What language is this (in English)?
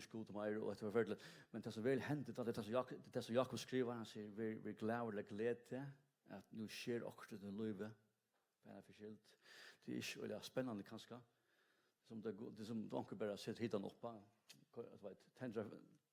Faroese